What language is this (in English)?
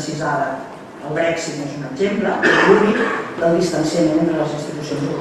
Catalan